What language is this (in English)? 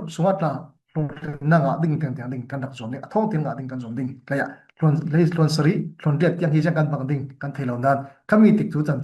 Falam Chin